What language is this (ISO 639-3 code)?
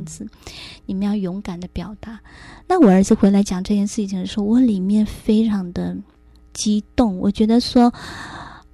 zho